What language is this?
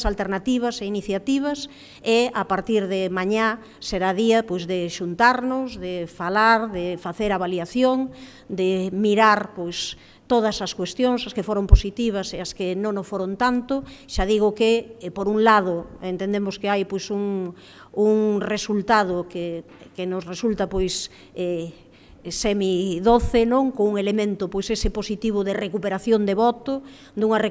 Galician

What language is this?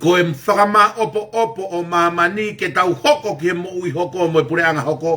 Tongan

